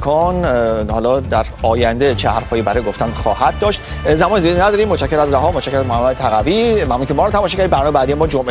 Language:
Persian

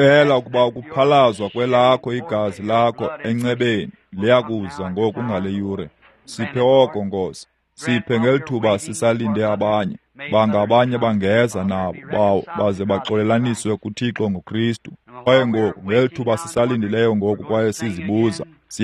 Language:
Xhosa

